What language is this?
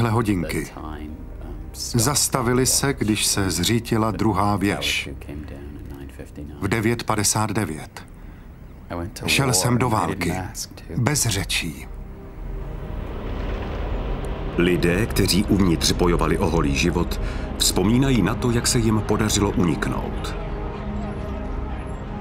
Czech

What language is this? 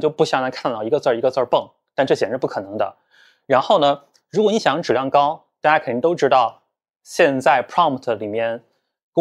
Chinese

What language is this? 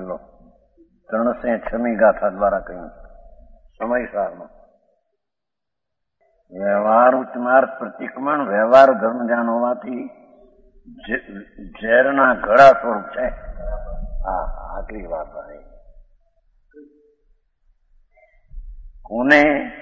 Gujarati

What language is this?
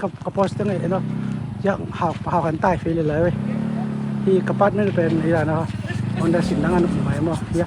Tedim Chin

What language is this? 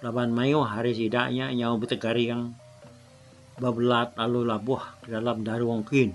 Iban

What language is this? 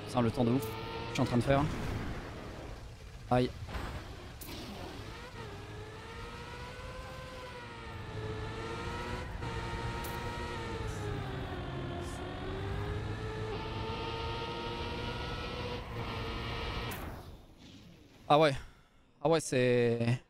French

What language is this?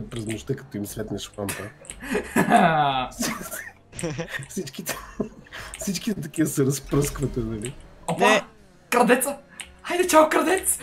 Bulgarian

